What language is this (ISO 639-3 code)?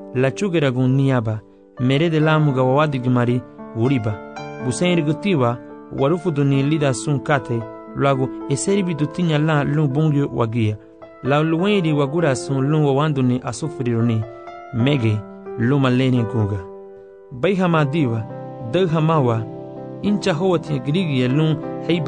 cab